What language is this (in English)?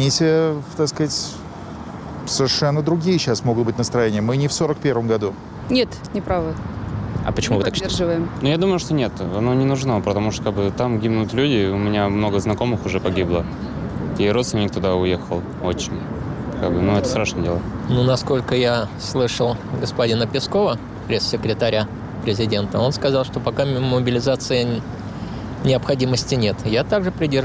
Russian